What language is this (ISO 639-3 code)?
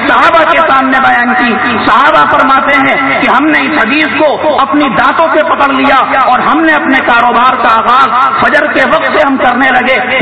urd